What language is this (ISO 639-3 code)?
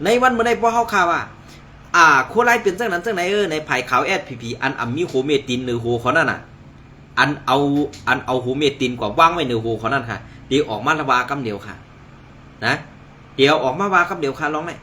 shn